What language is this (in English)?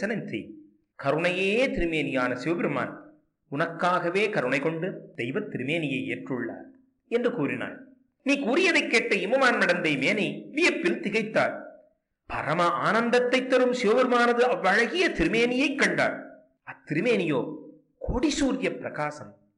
Tamil